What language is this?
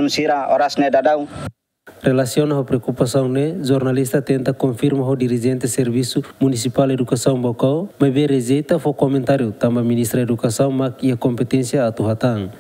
Tetum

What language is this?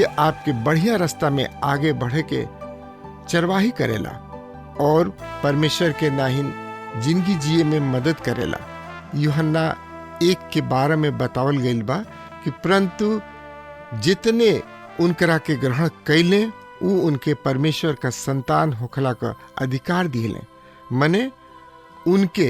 Bhojpuri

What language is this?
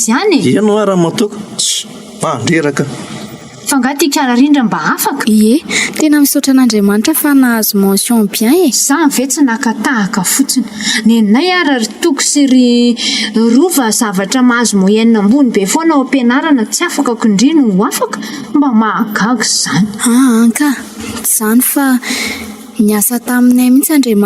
Malagasy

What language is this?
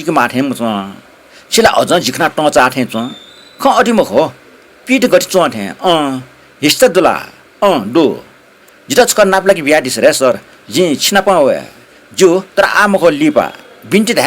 Newari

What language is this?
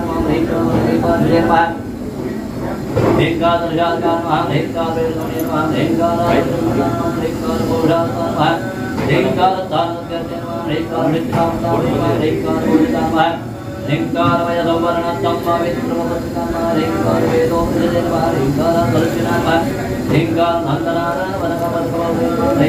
Kannada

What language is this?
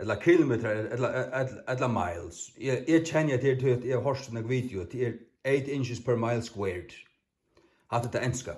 Faroese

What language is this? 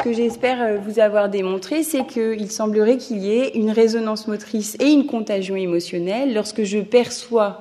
French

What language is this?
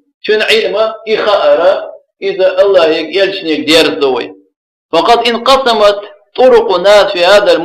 Chechen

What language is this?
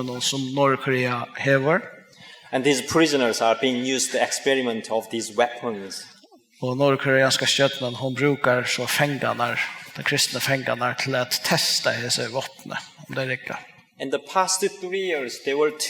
Faroese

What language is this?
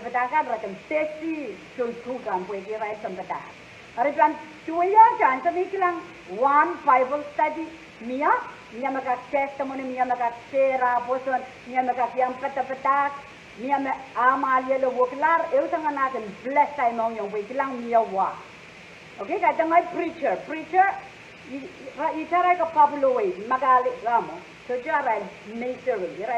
Pohnpeian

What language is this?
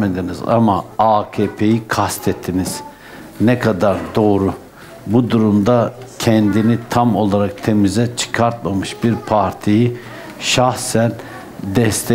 Turkish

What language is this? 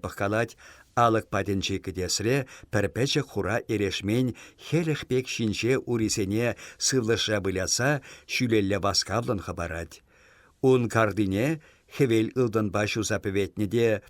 Chuvash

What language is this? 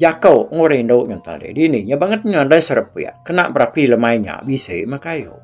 Iban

